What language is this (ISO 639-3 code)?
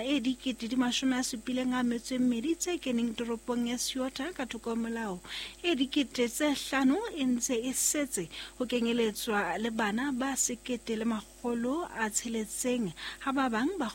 sot